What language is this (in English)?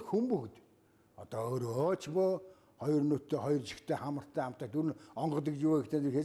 Mongolian